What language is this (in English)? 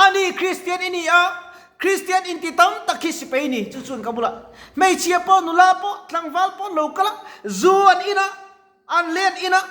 Mizo